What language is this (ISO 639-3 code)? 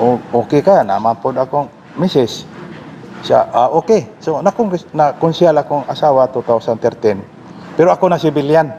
ceb